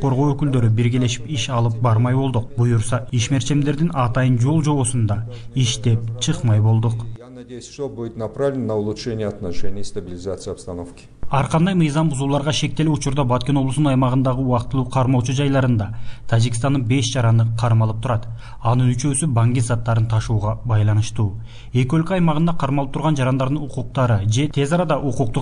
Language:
Kyrgyz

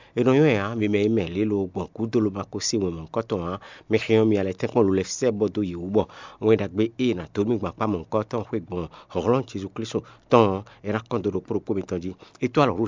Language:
Fon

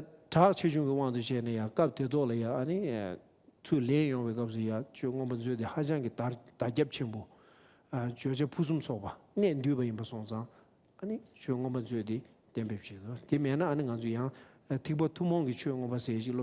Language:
Tibetan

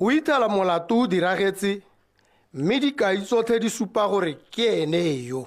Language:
Tswana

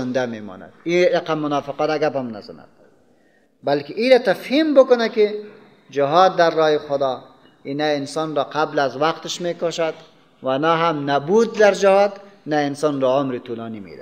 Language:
Persian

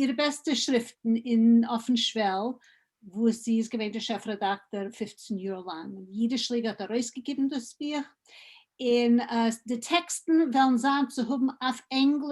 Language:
Yiddish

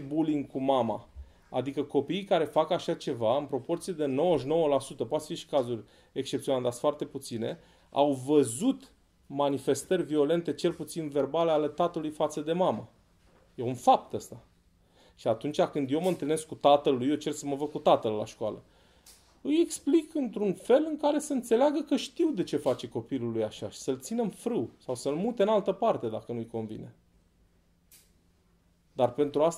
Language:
Romanian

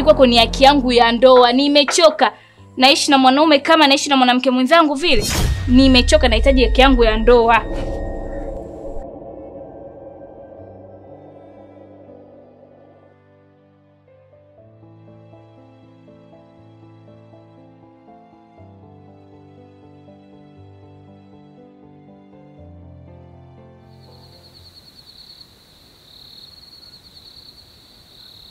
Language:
Swahili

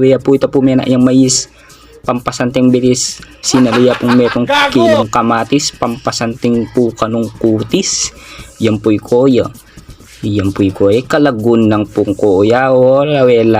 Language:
Pampanga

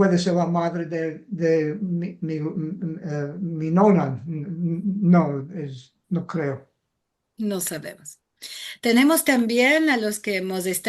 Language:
Ladino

